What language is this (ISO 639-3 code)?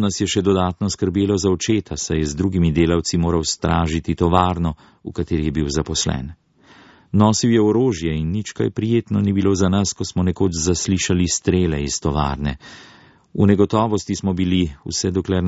slv